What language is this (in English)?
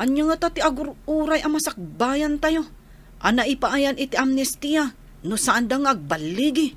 Iloko